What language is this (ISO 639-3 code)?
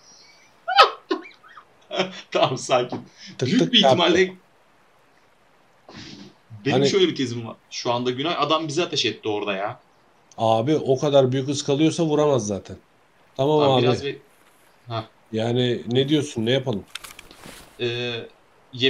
tur